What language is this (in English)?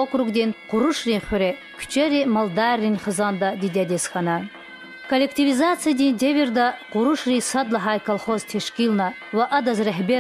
Lezghian